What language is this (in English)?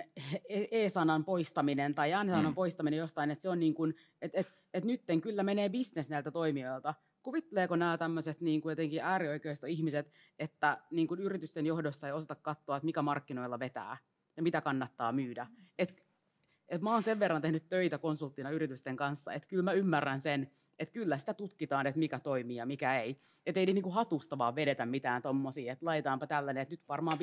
Finnish